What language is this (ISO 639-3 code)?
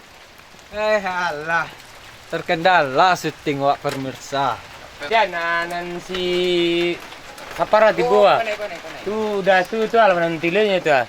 min